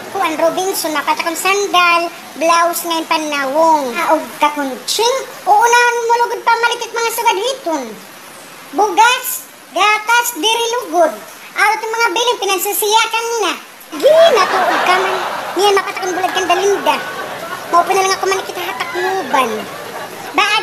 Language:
Waray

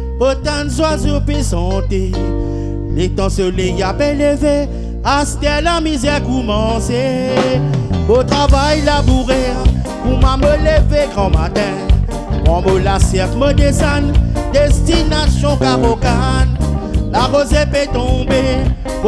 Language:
Réunion Creole French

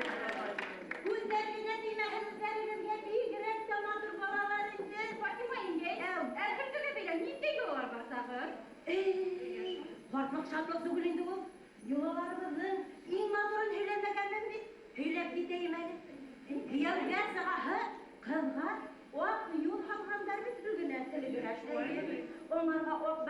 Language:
Bashkir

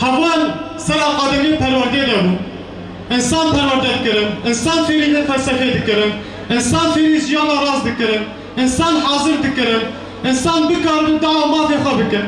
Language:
Kurdish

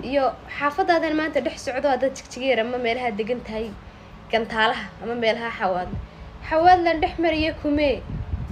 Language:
Somali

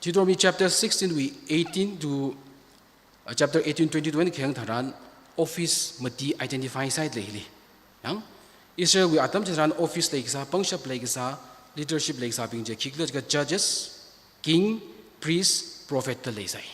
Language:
Tangkhul Naga (India)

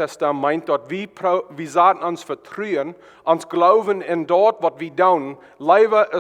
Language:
Plautdietsch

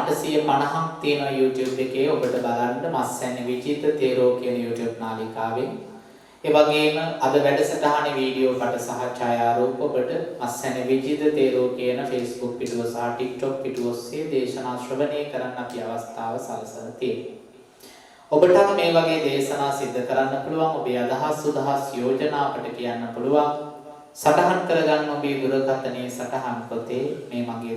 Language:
Sinhala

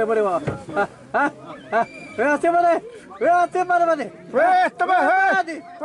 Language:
Xavánte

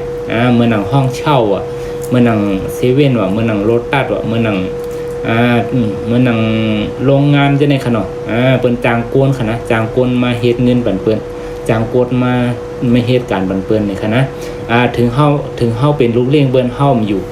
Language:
Shan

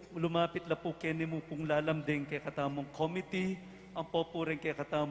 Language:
Pampanga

